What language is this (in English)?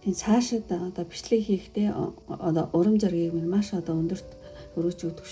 Mongolian